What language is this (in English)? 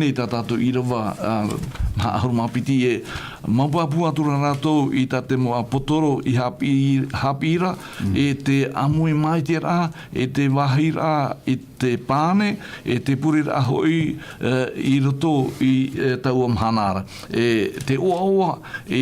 Tahitian